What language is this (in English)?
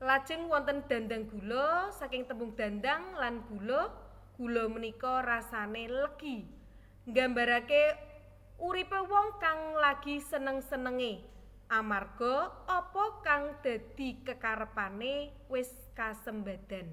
Javanese